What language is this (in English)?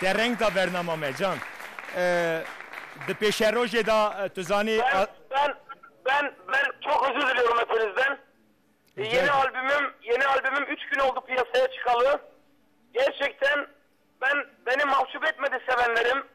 Kurdish